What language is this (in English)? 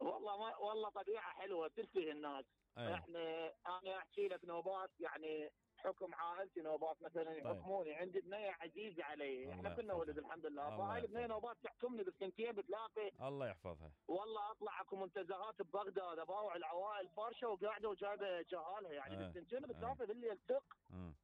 Mesopotamian Arabic